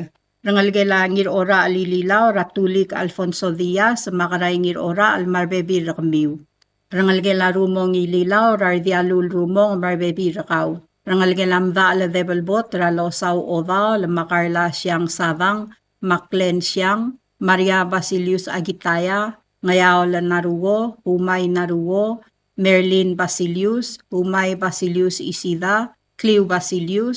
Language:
Palauan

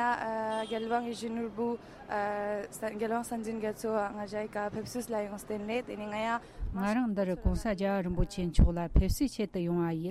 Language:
Tibetan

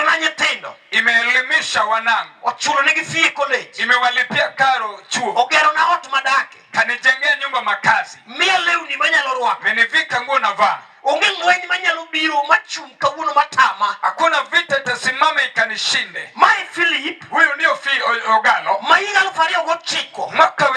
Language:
Luo (Kenya and Tanzania)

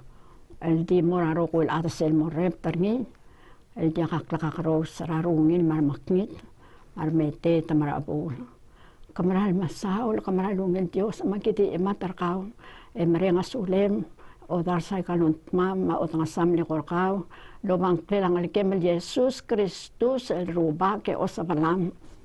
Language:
Palauan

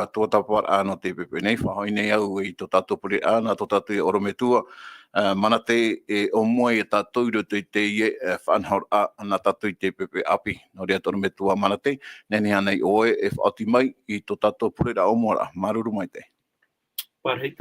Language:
Tahitian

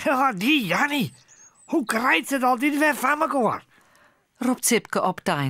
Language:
Western Frisian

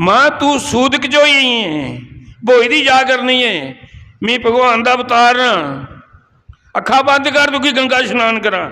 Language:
Dogri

